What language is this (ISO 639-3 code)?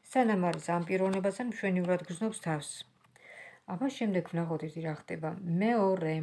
kat